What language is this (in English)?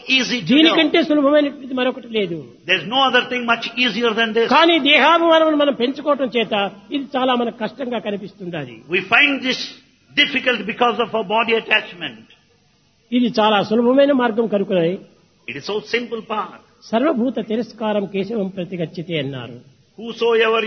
Telugu